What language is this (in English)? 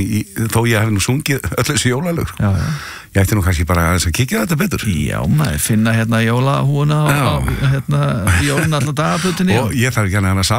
Icelandic